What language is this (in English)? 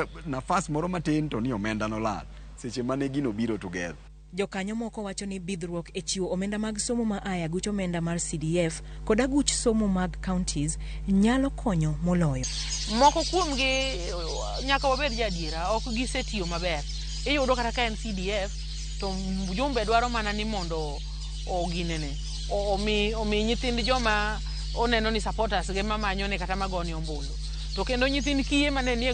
Luo (Kenya and Tanzania)